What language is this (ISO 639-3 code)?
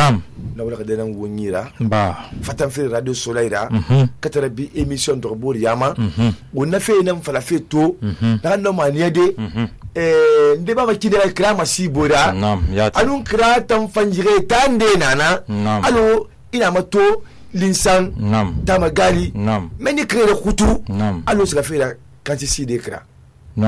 sus